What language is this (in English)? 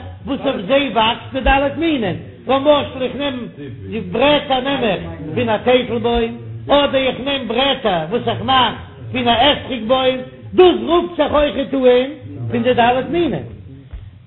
Yiddish